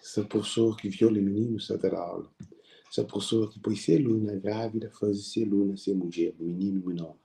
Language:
Kabuverdianu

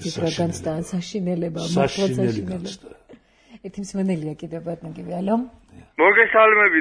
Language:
Georgian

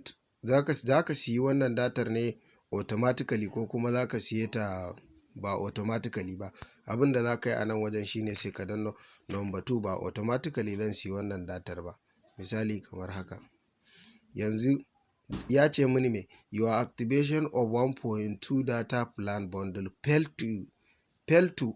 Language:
Hausa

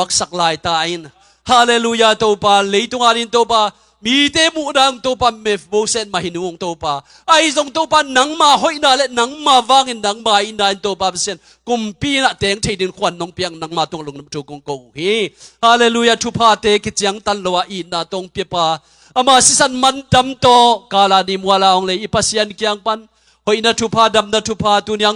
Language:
Tedim Chin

